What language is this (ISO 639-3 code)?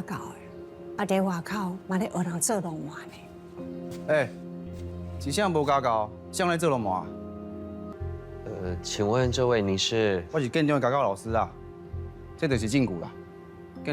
nan